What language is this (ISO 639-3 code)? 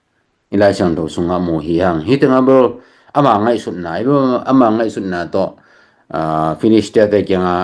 ctd